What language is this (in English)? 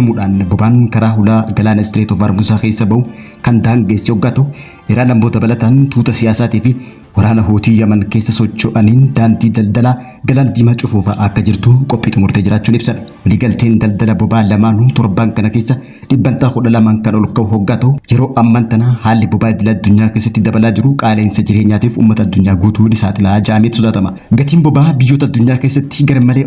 Oromo